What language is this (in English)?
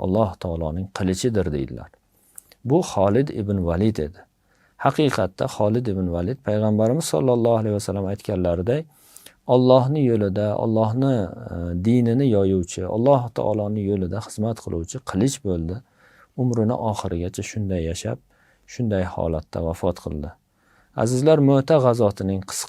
Uzbek